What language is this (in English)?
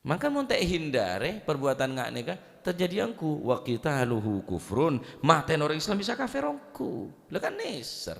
Madurese